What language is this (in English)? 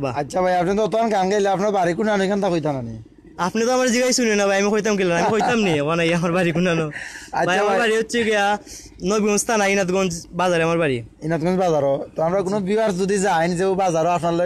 Sylheti